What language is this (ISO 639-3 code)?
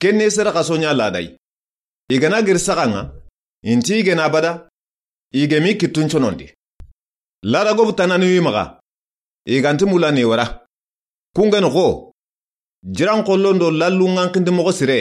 snk